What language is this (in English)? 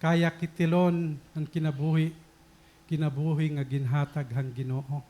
Waray